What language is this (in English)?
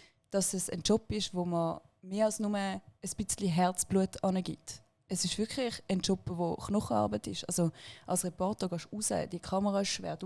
Swiss German